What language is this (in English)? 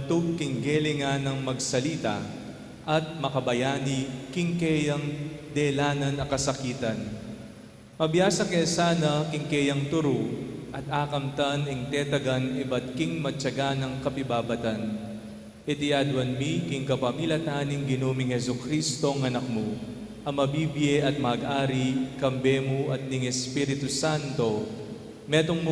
Pampanga